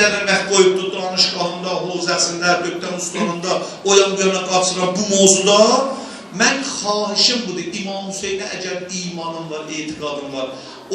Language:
South Azerbaijani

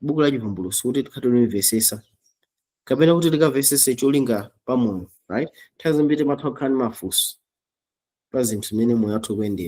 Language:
Nyanja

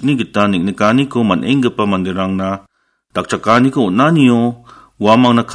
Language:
Garo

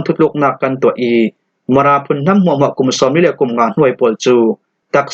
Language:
Falam Chin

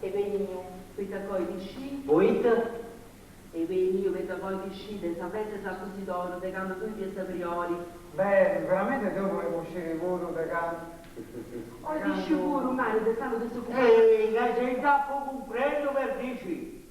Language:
Sardinian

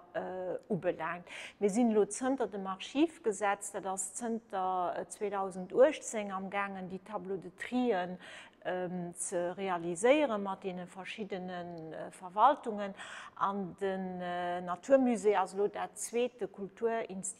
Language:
Luxembourgish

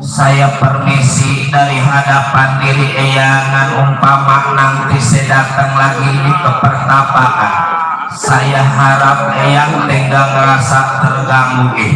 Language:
Betawi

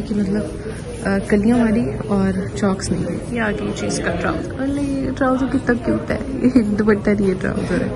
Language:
Hindi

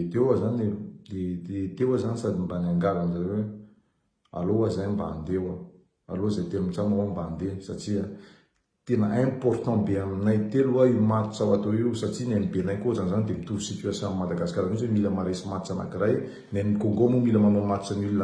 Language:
Malagasy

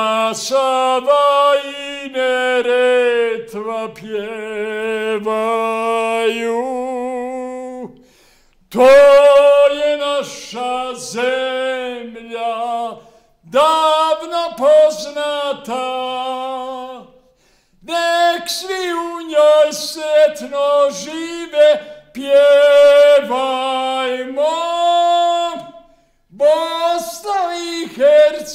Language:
Bosnian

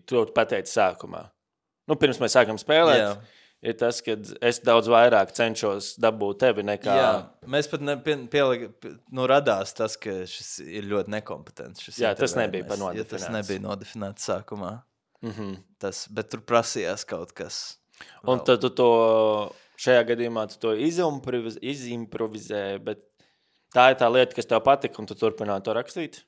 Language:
Latvian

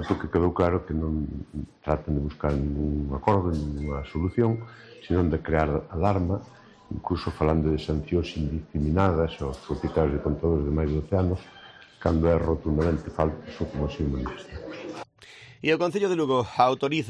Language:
Galician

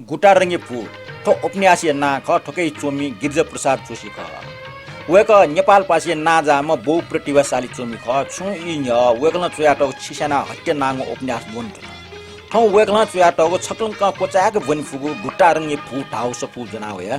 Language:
Newari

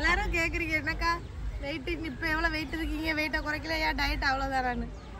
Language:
Tamil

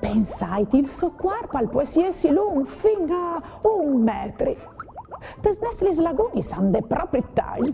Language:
Friulian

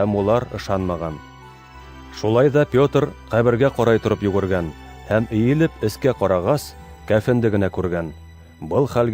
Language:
Bashkir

